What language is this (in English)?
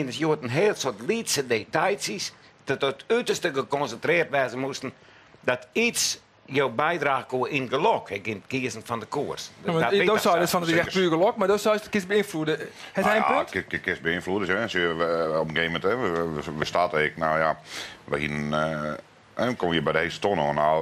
Western Frisian